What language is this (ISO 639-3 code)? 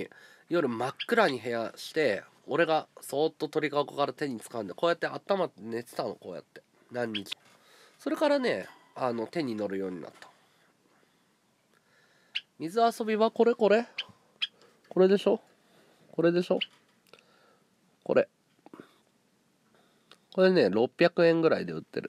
jpn